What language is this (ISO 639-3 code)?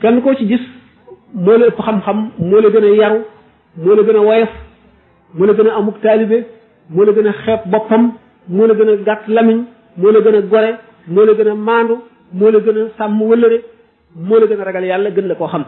wol